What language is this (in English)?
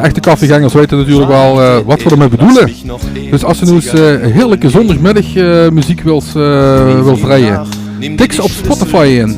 Limburgish